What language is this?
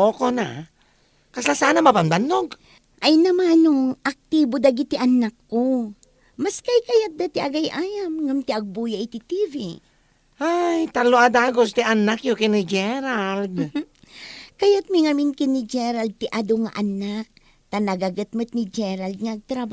Iloko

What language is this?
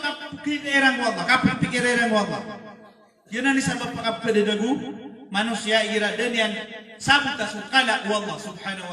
Maranao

